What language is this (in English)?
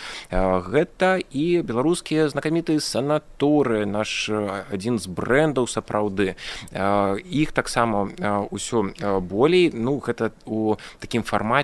Belarusian